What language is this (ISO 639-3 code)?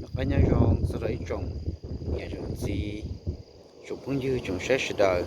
hmn